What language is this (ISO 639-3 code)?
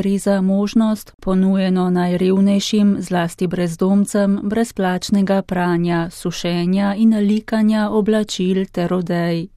slv